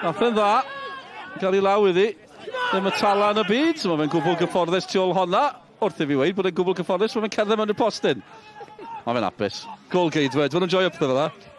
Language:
Welsh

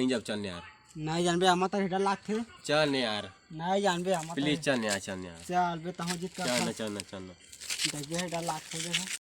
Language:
Chhattisgarhi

